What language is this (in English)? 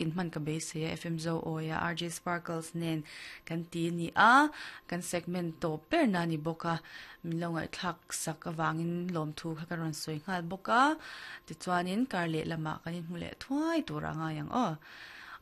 Mizo